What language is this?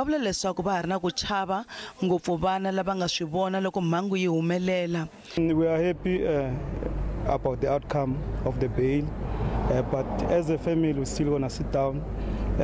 Tsonga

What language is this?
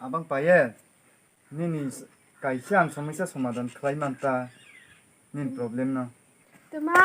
Kok Borok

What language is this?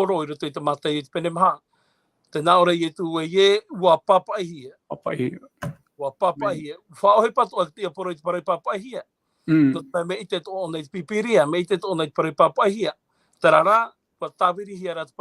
Tahitian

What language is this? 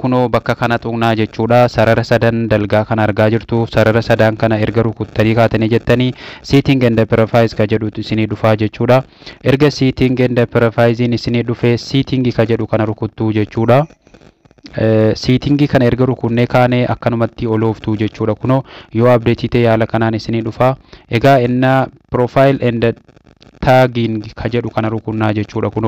Oromo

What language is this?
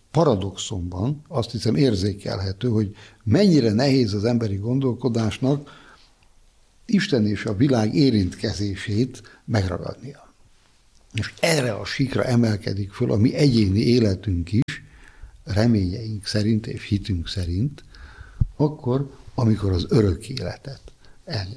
Hungarian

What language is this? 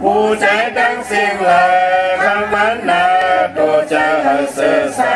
Shan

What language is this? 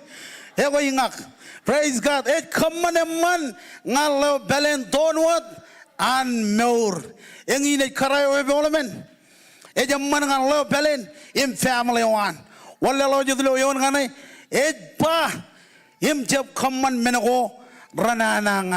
Marshallese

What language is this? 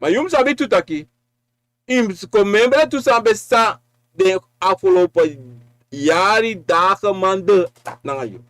Sranan Tongo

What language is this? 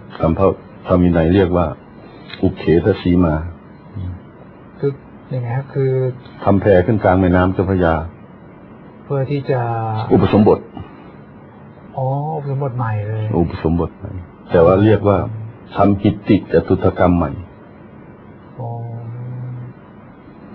Thai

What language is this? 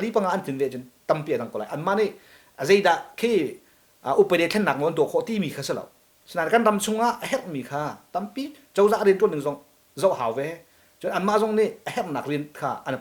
Hakha Chin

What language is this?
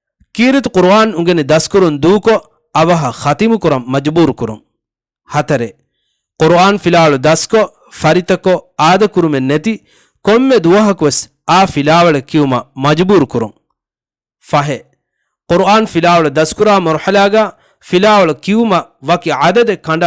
Divehi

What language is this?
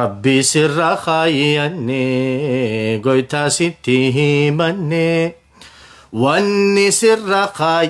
Oromo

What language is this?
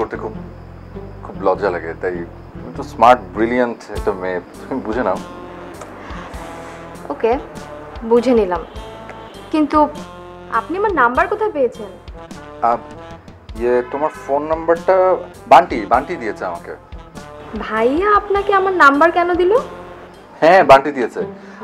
Bangla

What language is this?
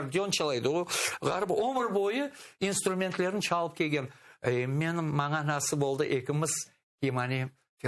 Crimean Tatar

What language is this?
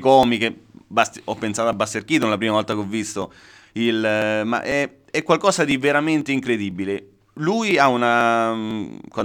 Italian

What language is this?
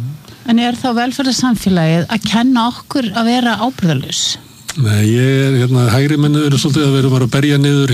Icelandic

